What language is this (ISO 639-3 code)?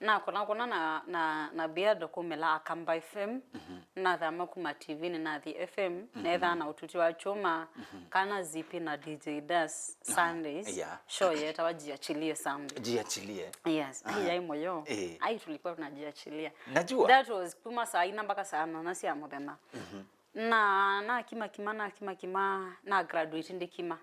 kam